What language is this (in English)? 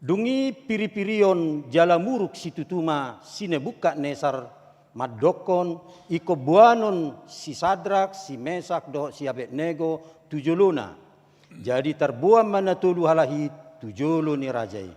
Batak Toba